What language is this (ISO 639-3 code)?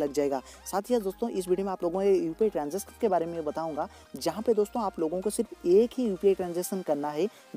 hin